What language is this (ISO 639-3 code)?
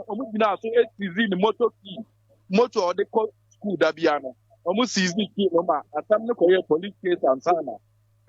aka